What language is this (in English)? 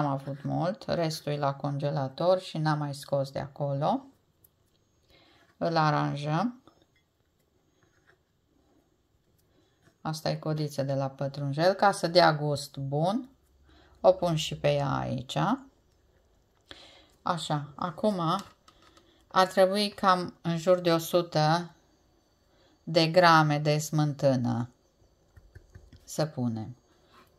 Romanian